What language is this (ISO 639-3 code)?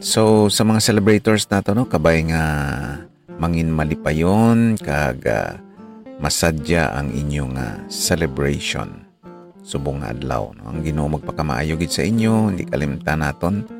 hil